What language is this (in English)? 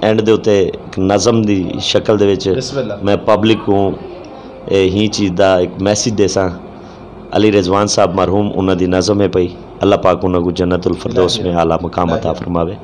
Saraiki